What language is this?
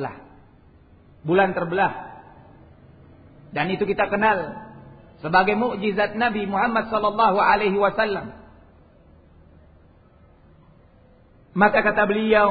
Indonesian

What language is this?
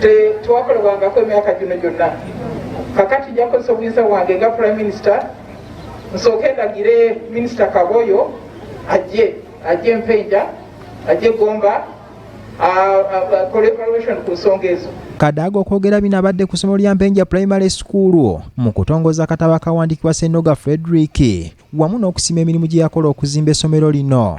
Ganda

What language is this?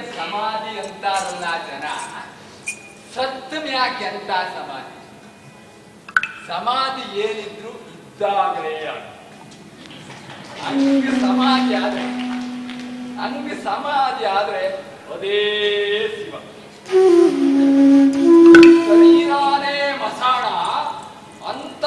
Kannada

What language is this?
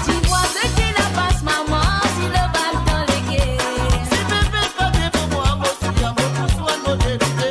Morisyen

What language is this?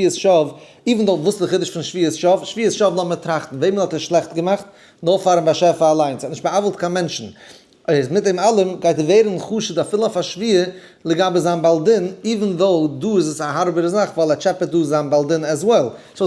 Yiddish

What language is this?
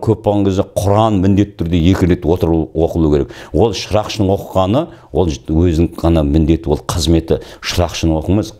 Kazakh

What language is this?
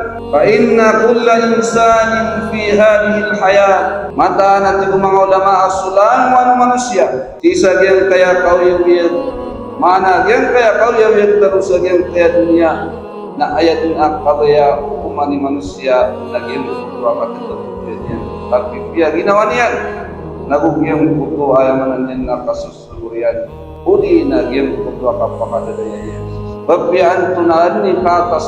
Maranao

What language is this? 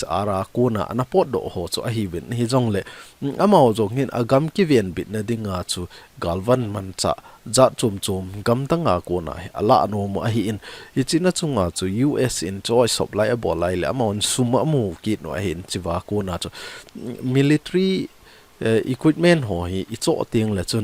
Thado Chin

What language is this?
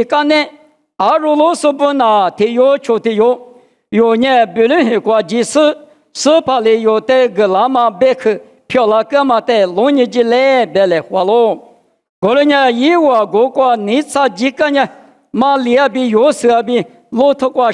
Lisu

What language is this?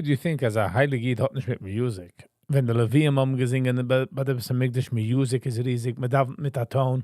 Yiddish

